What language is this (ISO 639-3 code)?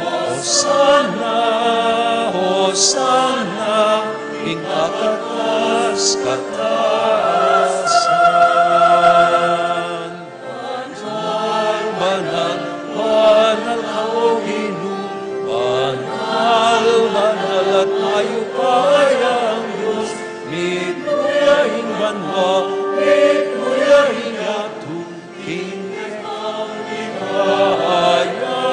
pam